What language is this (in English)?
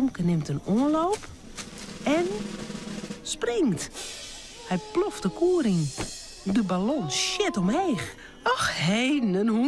Western Frisian